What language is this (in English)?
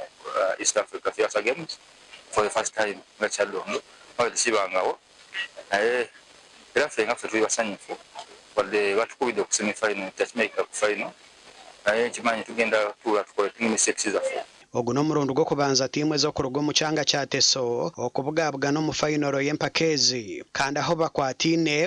Nyankole